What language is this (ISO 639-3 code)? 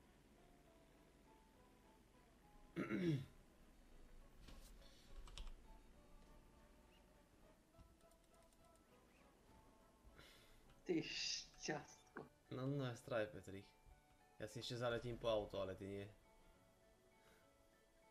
slk